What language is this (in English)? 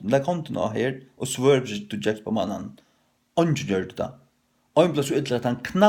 Faroese